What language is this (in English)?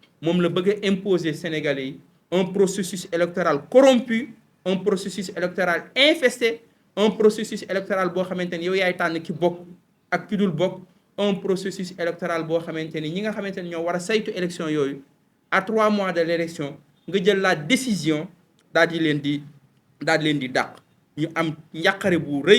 Wolof